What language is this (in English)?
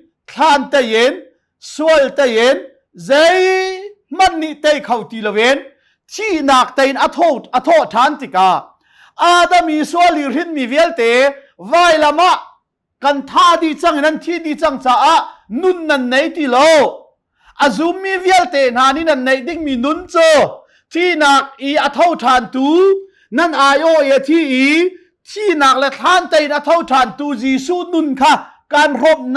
Hakha Chin